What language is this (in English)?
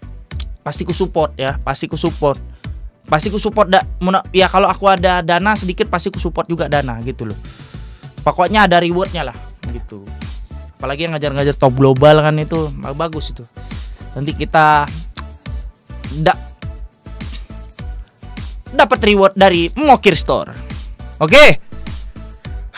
Indonesian